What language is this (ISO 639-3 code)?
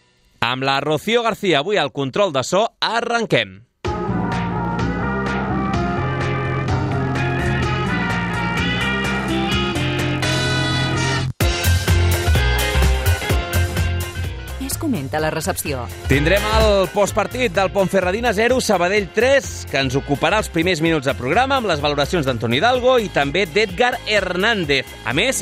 cat